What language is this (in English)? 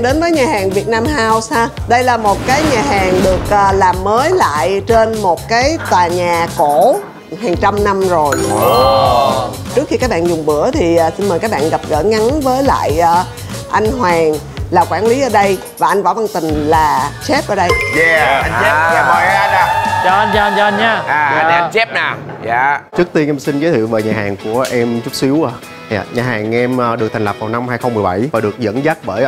Vietnamese